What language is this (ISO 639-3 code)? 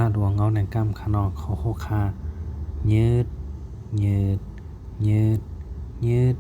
shn